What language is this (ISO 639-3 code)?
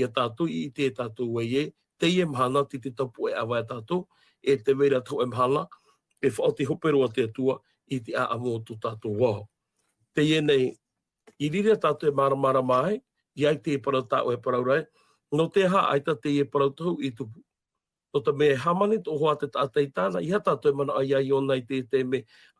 tah